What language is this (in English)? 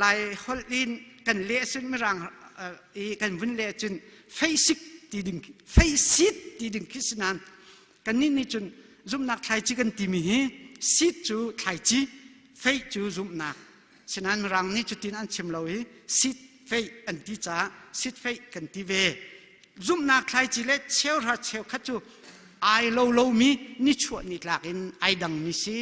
Hakha Chin